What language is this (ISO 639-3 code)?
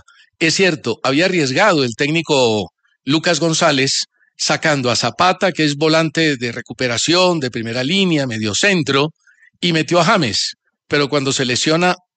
spa